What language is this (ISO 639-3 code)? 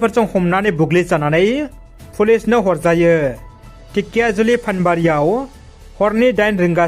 brx